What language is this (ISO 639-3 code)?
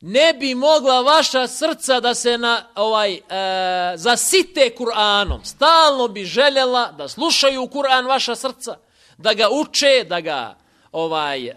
bos